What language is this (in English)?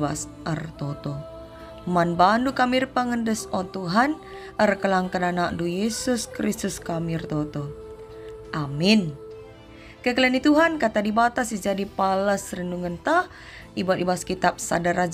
Batak Karo